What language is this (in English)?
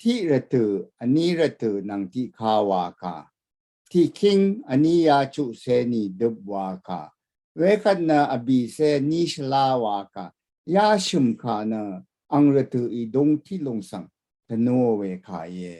Rawang